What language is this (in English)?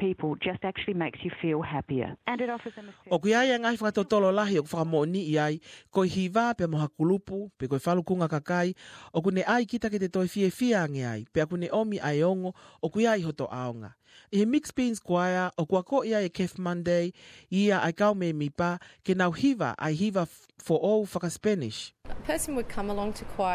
Tongan